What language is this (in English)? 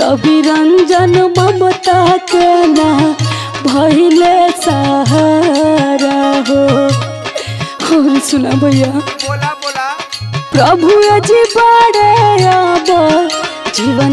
Bhojpuri